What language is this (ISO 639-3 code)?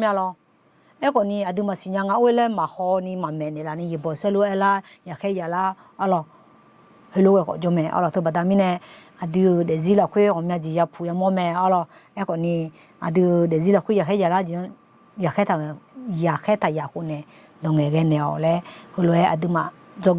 ahk